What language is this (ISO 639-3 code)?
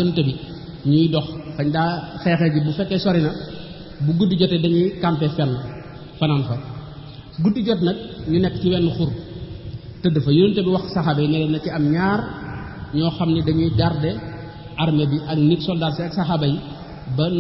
wol